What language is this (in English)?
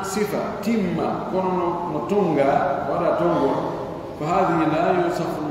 Pular